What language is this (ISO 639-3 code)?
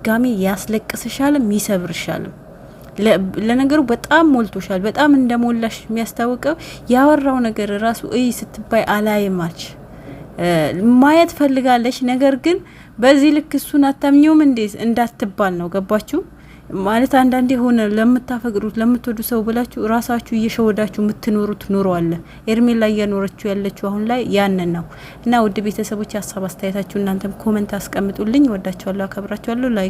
amh